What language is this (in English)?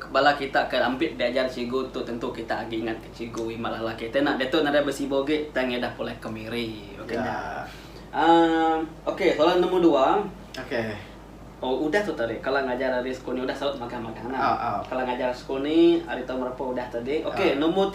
Iban